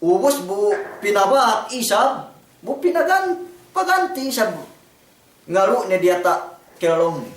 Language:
Yakan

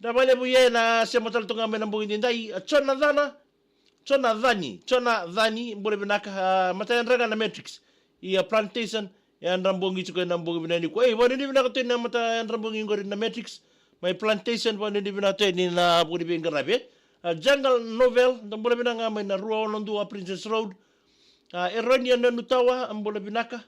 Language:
Fijian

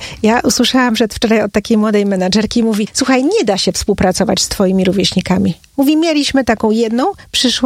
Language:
Polish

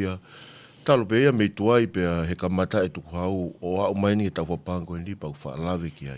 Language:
Tongan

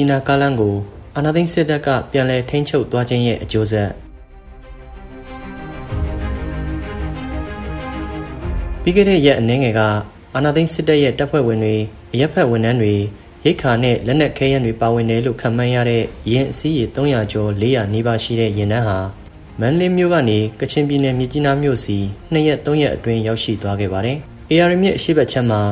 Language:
Burmese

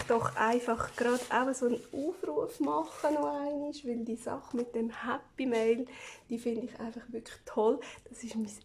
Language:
Swiss German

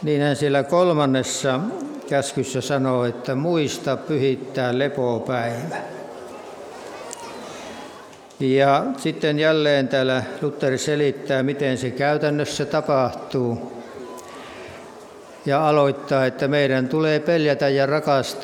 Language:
Finnish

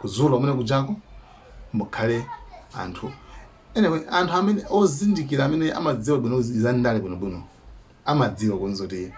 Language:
Nyanja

